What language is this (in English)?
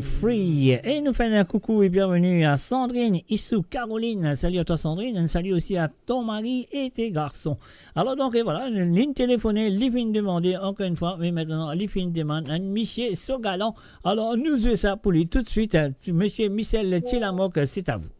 Morisyen